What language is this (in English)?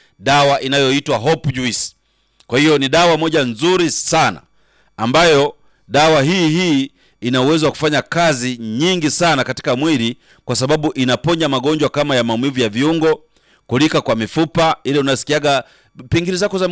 Swahili